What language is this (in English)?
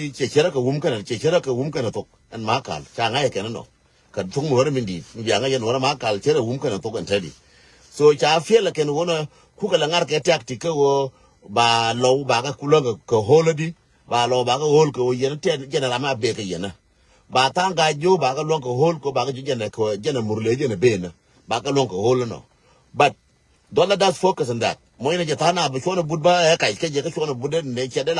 Nuer